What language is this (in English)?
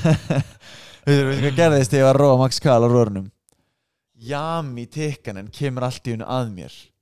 Icelandic